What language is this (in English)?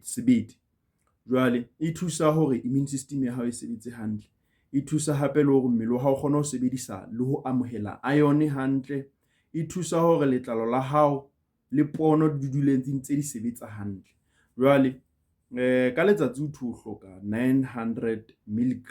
Southern Sotho